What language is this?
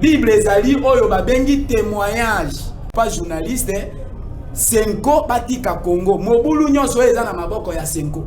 Lingala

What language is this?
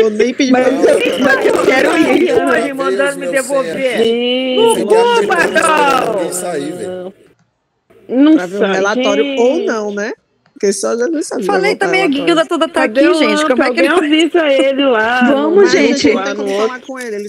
Portuguese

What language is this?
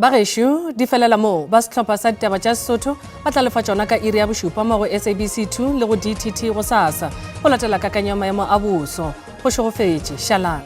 Northern Sotho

